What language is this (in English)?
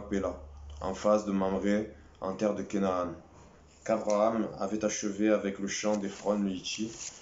French